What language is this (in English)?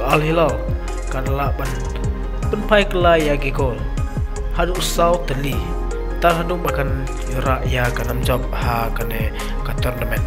Khasi